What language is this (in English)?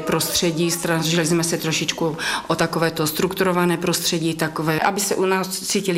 Czech